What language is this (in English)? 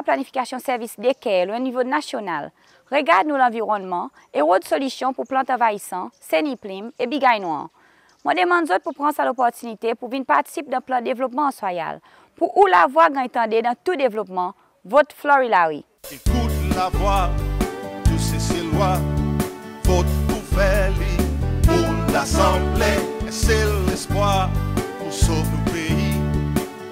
Seselwa Creole French